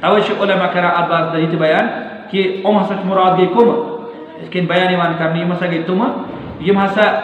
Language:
Kashmiri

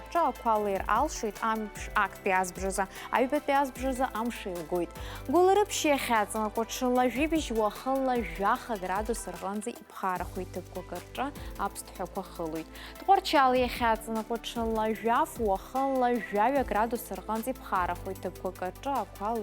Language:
Abkhazian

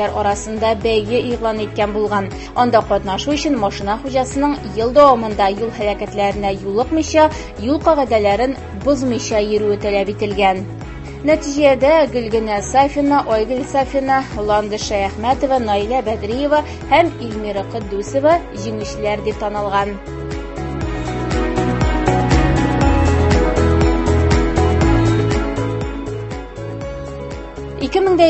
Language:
Tatar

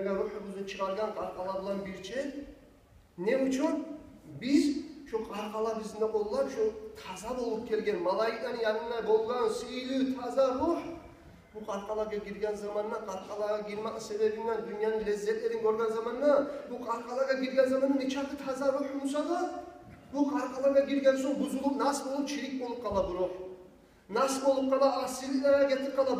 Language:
Kumyk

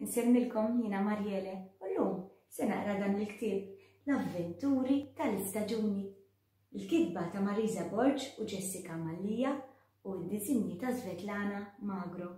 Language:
Maltese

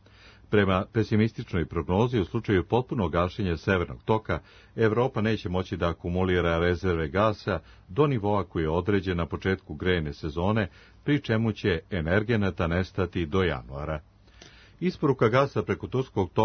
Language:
Serbian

